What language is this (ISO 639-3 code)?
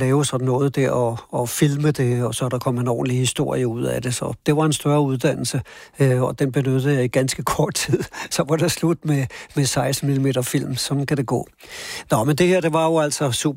dan